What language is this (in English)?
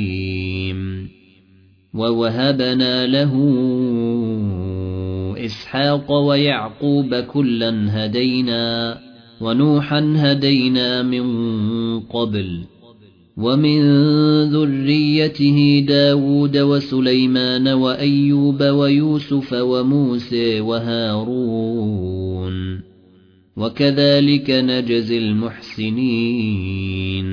Arabic